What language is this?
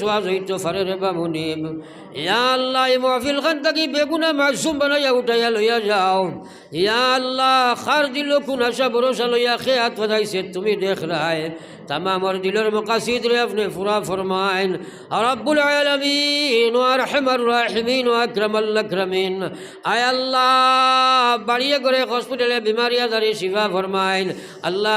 Sylheti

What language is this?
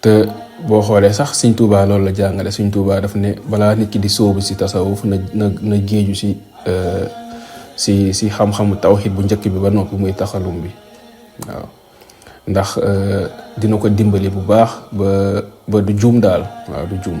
Wolof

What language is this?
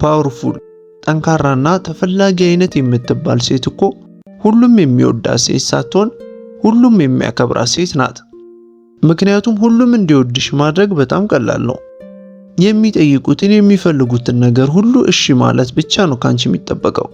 Amharic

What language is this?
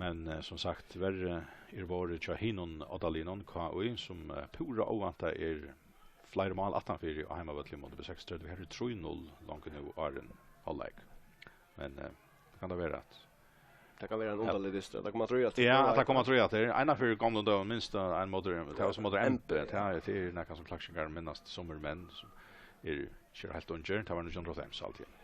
Faroese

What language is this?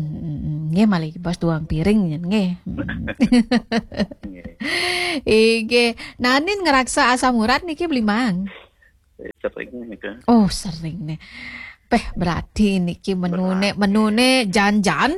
Balinese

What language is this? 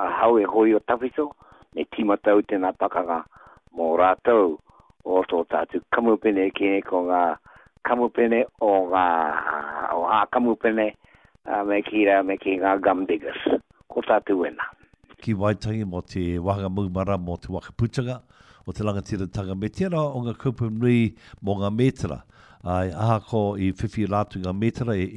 Māori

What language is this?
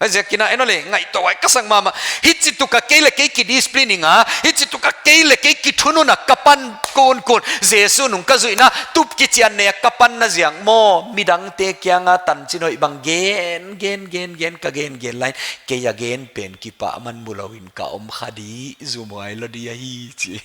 Paite Chin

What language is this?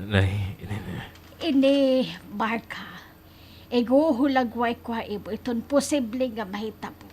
Waray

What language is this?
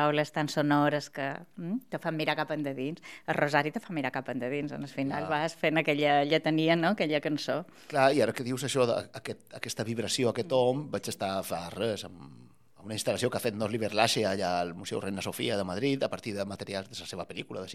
Catalan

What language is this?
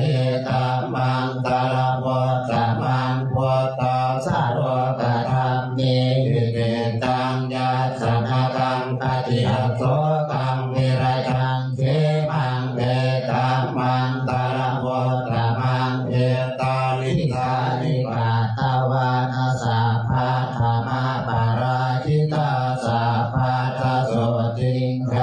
Pali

